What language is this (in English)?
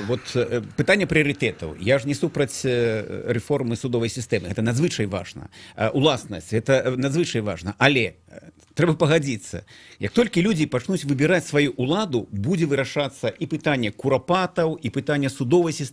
Belarusian